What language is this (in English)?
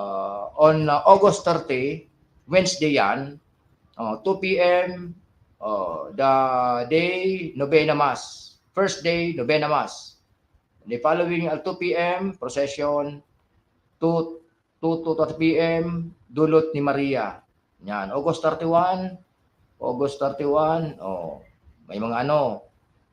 Bikol